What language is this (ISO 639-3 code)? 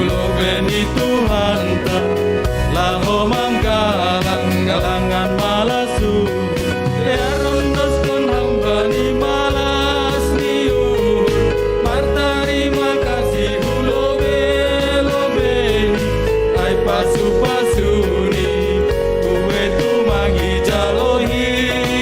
bts